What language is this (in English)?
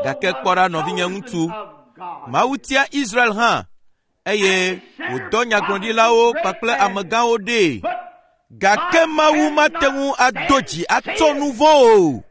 Ewe